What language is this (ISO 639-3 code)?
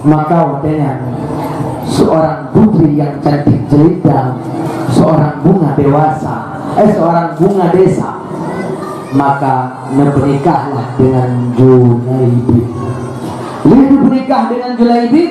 ace